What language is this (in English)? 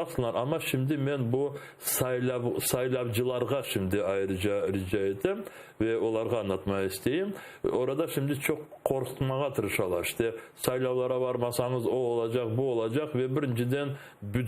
Crimean Tatar